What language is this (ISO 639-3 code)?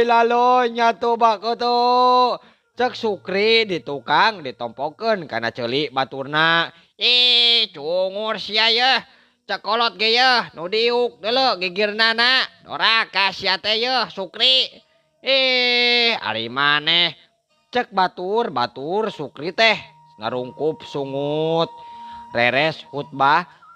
sun